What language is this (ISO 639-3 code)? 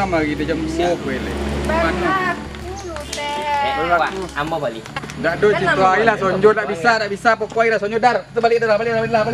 min